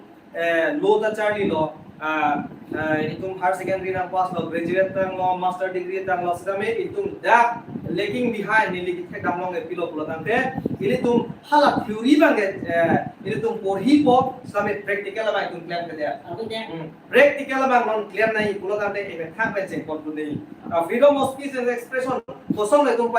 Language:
Karbi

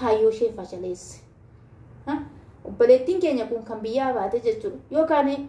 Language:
Oromo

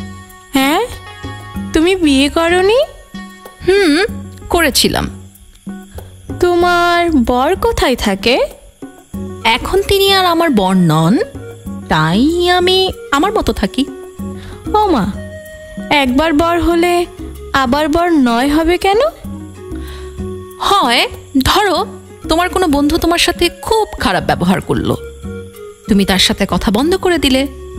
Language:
Bangla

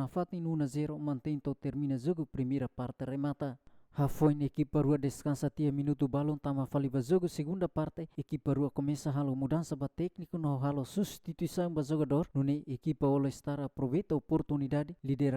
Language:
Tetum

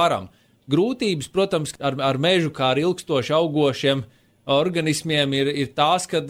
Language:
Latvian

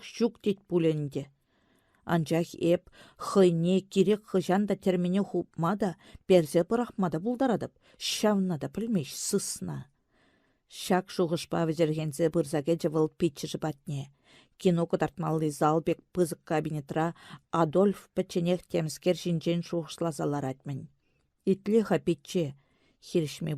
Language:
Chuvash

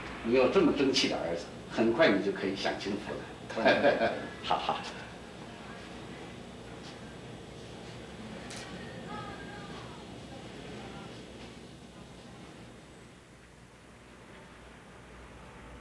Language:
Chinese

